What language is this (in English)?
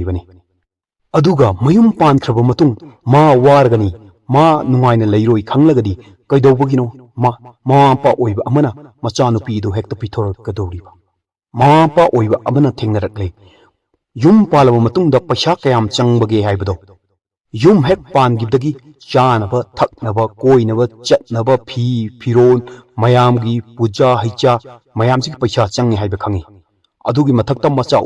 Manipuri